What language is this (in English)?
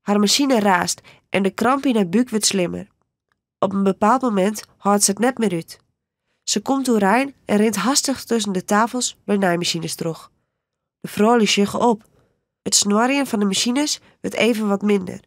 Western Frisian